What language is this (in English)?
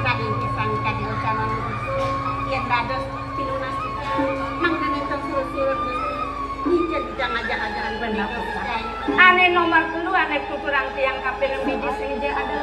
Balinese